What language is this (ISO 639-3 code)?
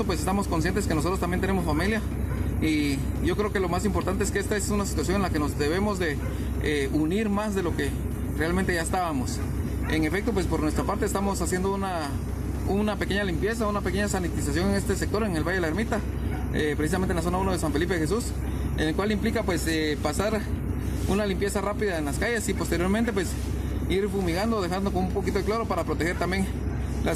spa